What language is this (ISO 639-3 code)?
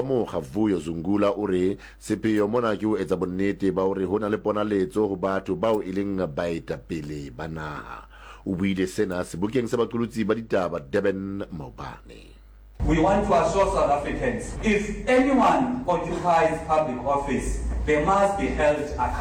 sot